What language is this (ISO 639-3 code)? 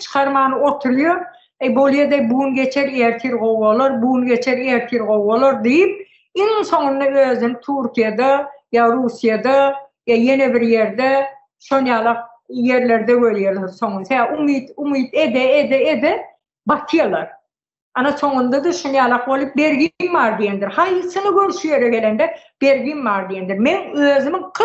tuk